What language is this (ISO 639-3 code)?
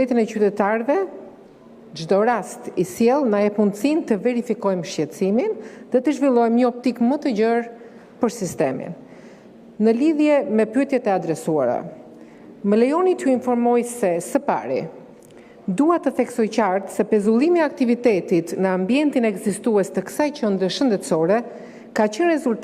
sqi